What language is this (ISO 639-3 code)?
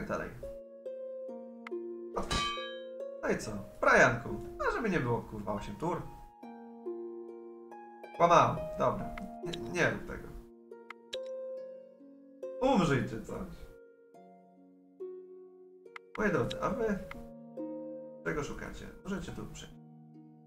pol